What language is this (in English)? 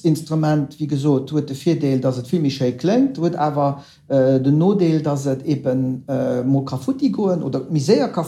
Luxembourgish